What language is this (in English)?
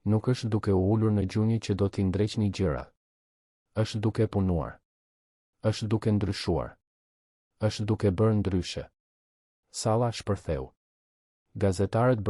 Albanian